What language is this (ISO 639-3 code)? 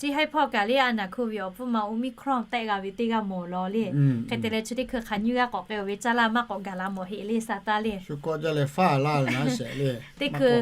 lhu